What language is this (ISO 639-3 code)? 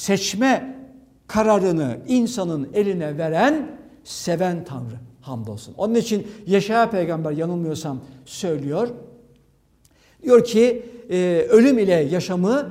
tur